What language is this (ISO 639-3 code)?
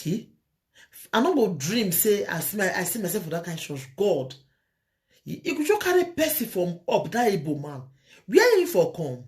pcm